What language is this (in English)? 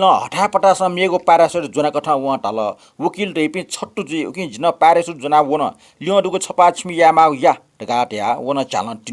Newari